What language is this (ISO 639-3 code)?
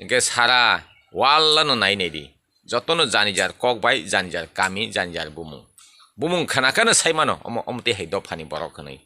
trp